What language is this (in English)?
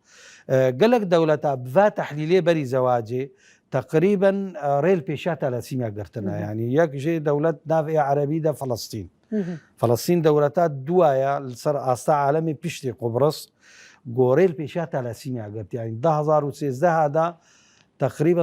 Kurdish